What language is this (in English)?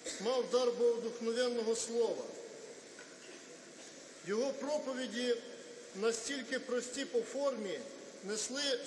Ukrainian